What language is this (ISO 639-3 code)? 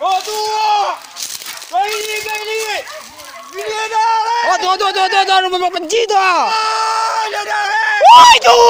min